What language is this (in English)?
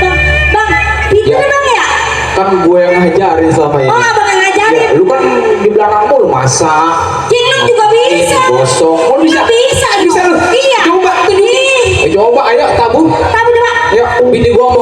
Betawi